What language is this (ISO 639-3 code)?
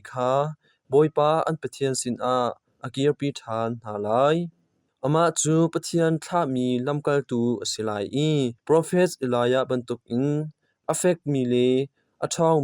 cnh